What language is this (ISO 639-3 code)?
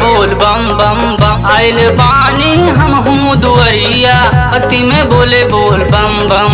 bho